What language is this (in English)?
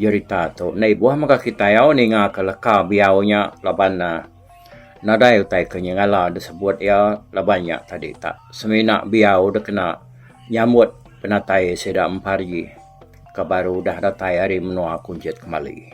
Iban